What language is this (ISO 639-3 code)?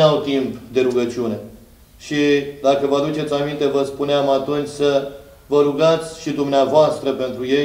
ron